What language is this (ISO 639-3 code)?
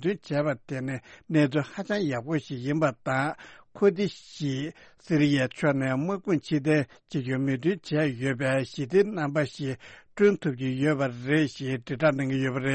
bod